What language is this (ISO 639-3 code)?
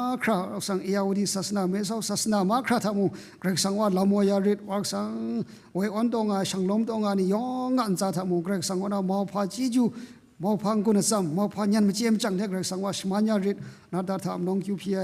kac